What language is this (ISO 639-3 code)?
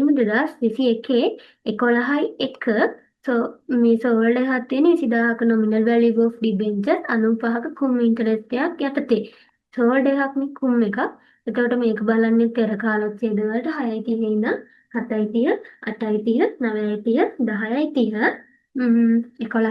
sin